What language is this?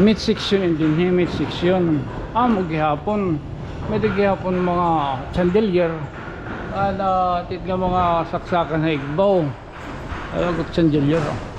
Waray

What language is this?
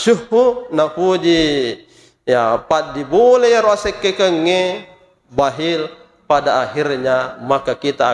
Buginese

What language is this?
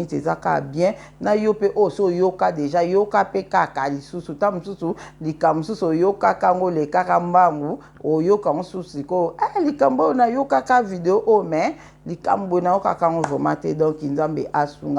Lingala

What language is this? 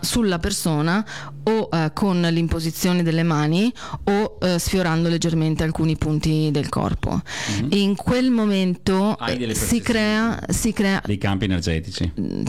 Italian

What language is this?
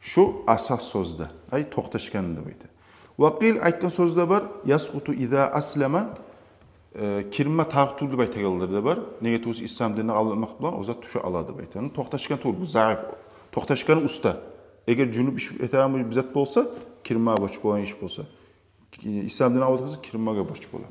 Kumyk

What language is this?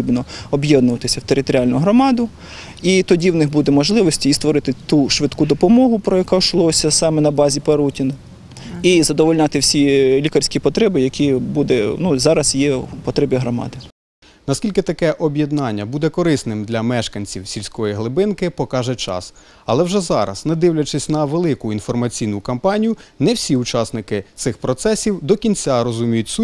Ukrainian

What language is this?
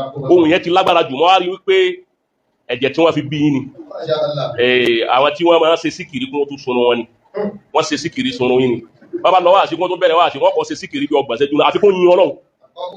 Yoruba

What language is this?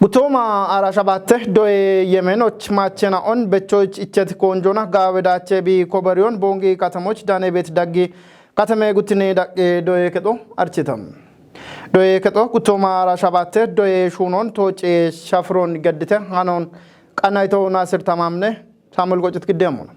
Kafa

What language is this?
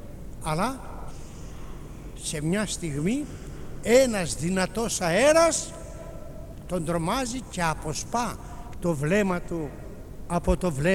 Greek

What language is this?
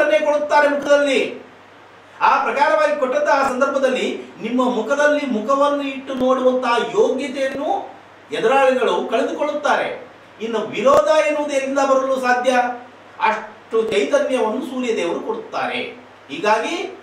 Kannada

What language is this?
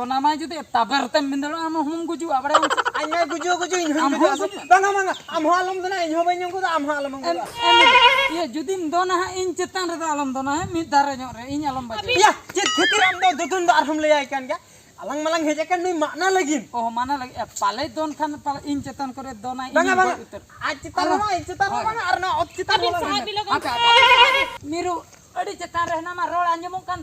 Santali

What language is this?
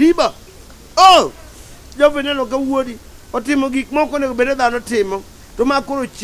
Luo (Kenya and Tanzania)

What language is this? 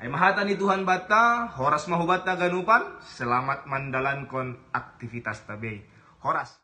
Batak Simalungun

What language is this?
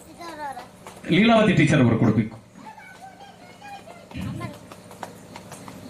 Kannada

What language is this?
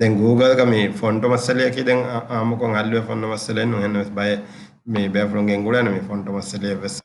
Divehi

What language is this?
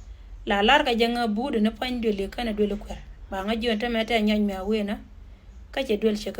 Nuer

